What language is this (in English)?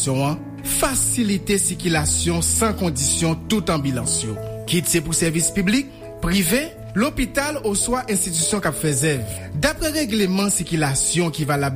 Haitian Creole